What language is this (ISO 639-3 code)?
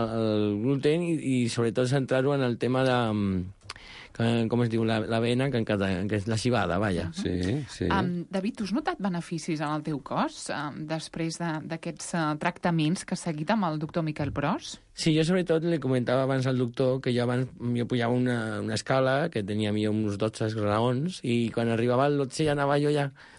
cat